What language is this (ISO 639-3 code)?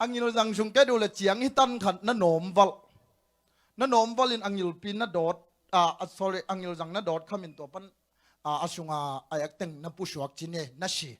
ctd